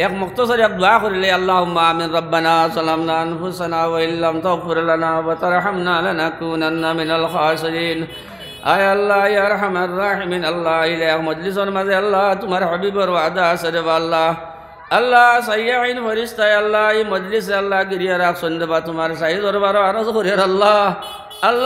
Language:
Sylheti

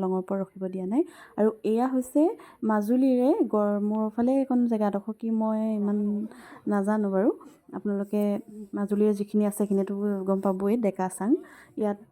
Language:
Assamese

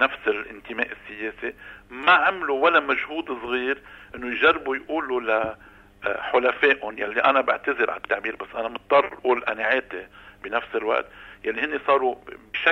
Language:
North Levantine Arabic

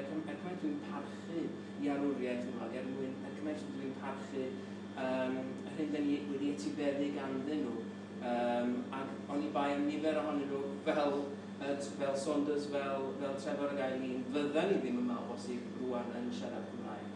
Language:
Welsh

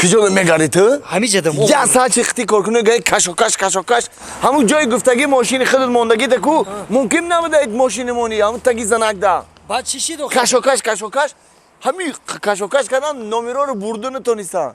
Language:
Tajik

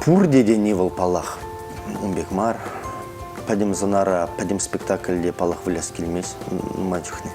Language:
Chuvash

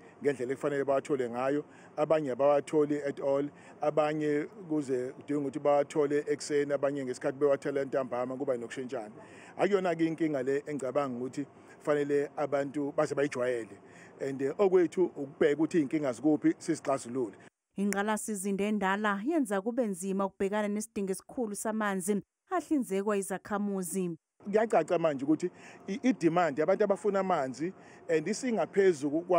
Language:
Zulu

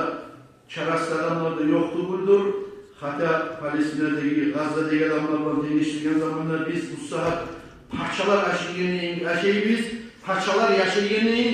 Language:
Kumyk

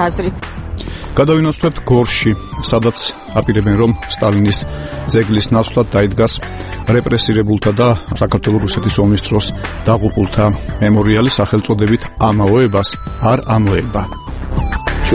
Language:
Georgian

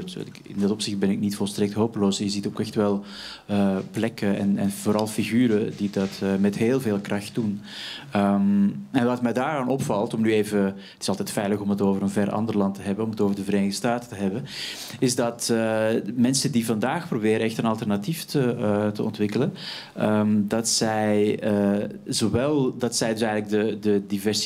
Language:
Dutch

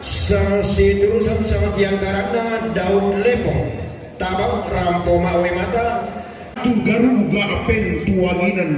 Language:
Toraja-Sa'dan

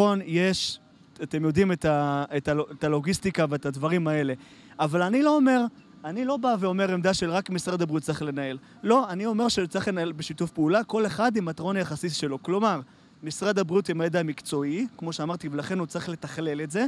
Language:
Hebrew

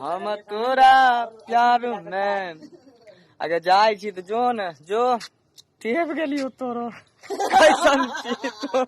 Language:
Maithili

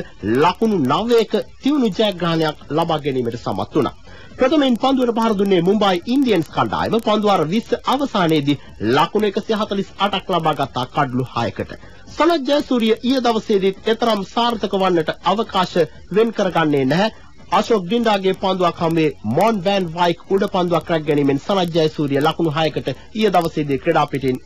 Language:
Sinhala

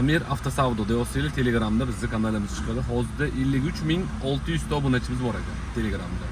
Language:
Uzbek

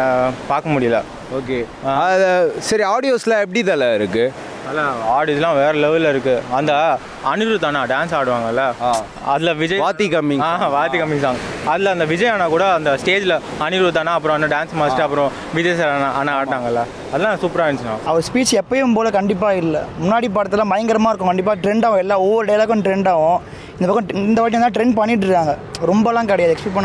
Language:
Tamil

